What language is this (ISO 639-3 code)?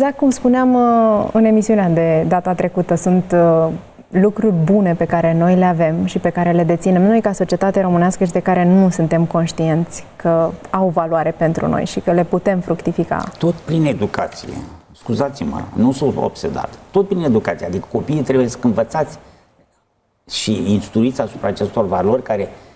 ron